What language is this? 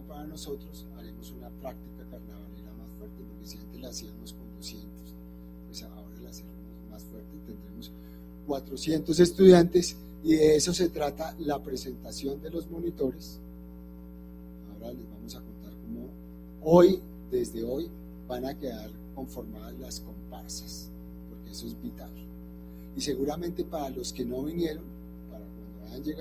Spanish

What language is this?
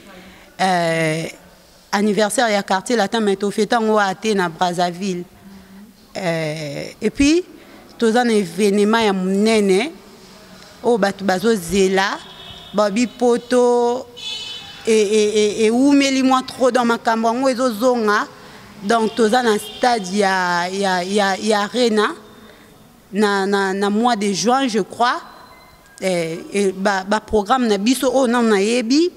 Lingala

